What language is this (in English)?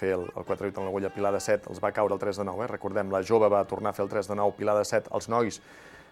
Catalan